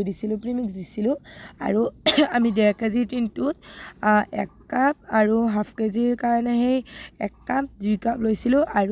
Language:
Assamese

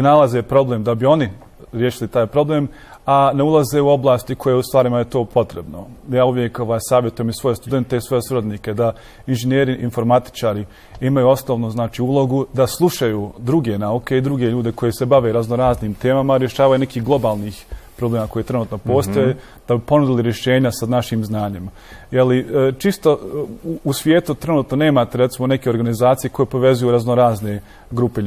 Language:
Bosnian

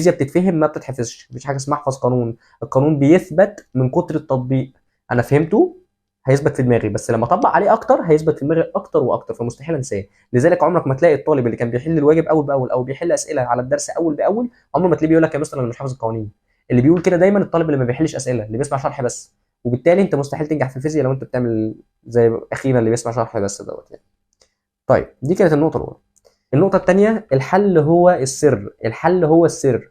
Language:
Egyptian Arabic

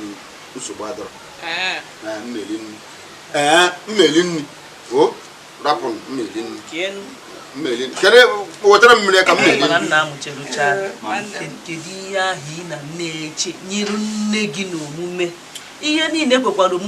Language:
Igbo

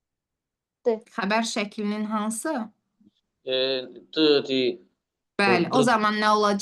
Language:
Azerbaijani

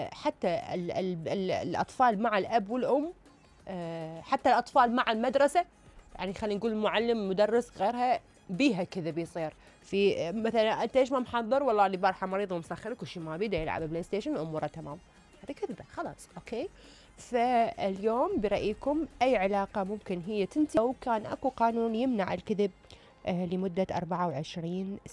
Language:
Mesopotamian Arabic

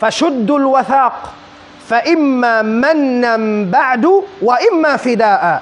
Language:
Tausug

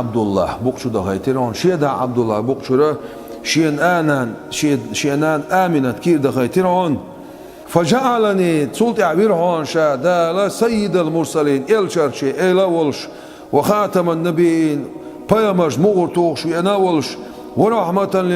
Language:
Chechen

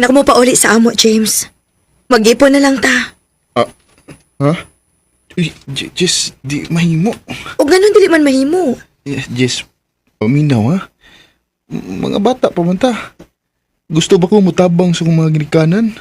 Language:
Cebuano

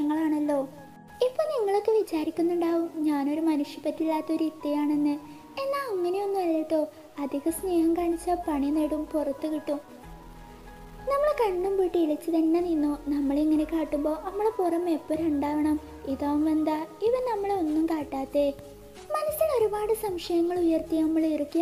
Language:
Malayalam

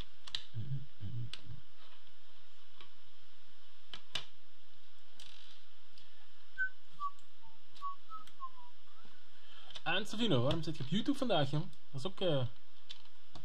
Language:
Dutch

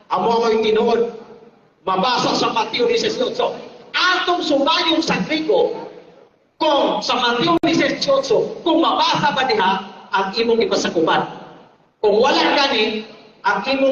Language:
Cebuano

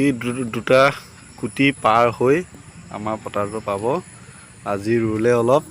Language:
Assamese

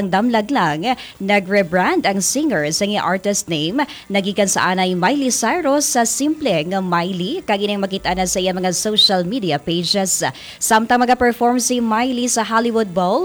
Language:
Hiligaynon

